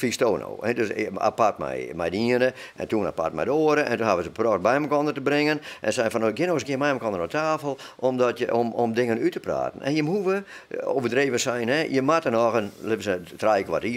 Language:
Western Frisian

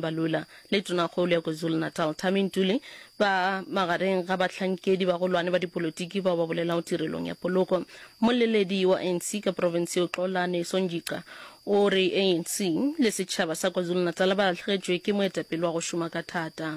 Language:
Northern Sotho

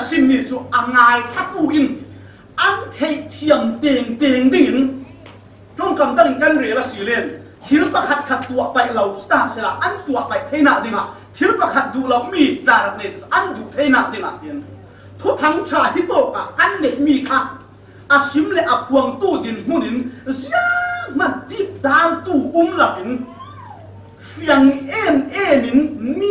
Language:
Falam Chin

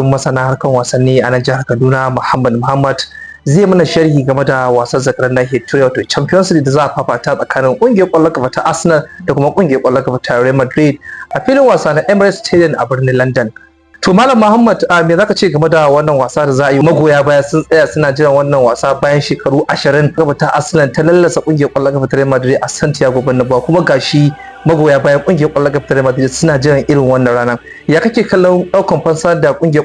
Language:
Hausa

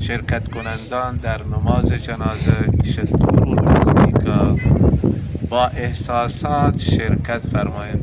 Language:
Baluchi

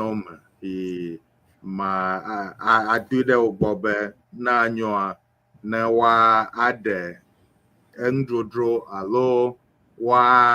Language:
Ewe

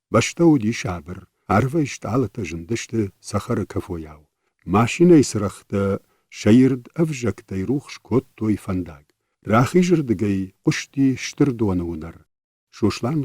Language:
Ossetic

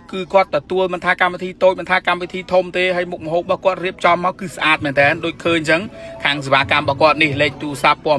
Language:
Khmer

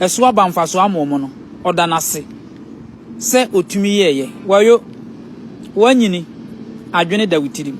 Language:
Akan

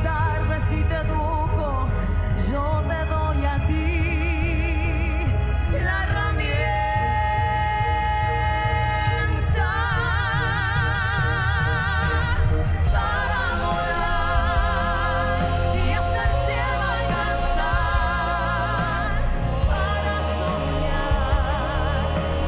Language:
Spanish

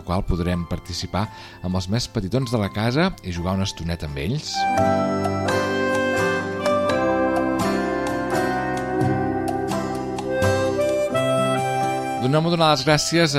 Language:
Catalan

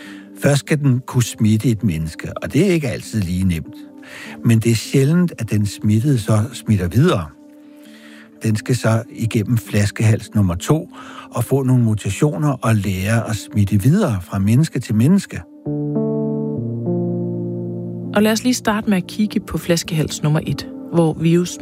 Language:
Danish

